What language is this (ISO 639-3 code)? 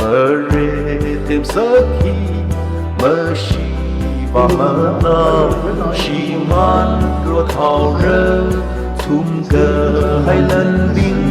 nmf